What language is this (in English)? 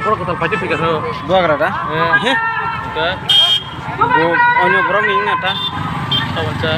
Kok Borok